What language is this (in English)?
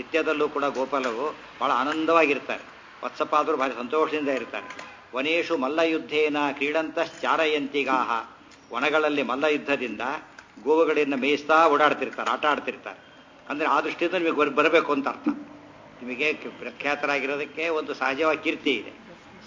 Kannada